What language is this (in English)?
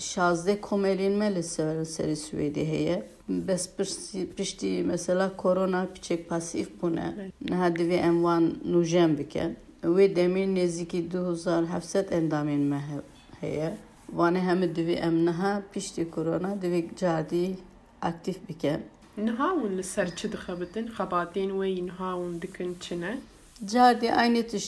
Kurdish